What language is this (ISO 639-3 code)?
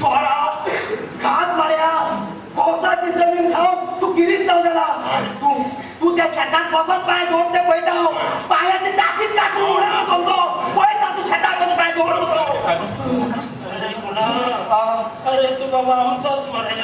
kok